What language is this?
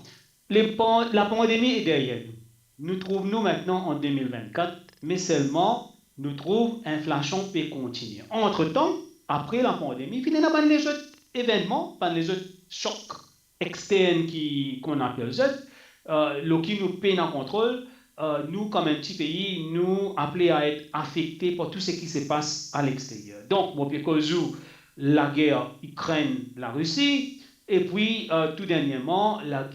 Morisyen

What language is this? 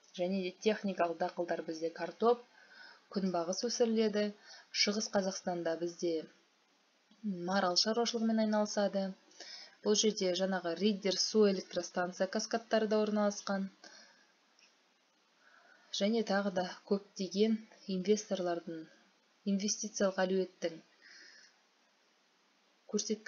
Kazakh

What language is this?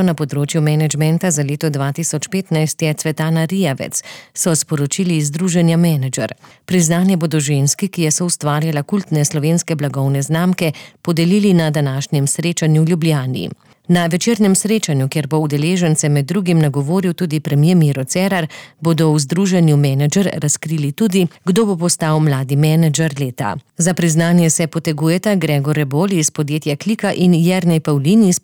Slovenian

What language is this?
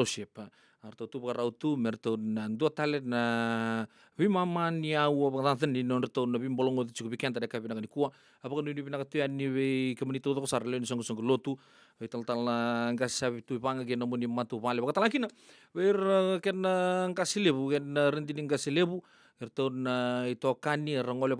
Fijian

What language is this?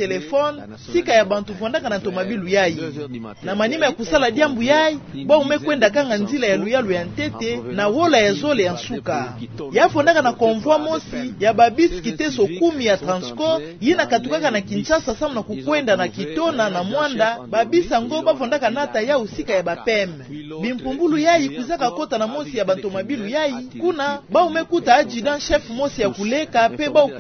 Kituba (Democratic Republic of Congo)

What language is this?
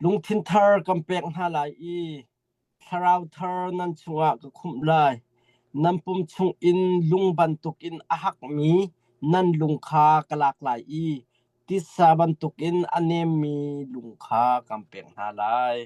Hakha Chin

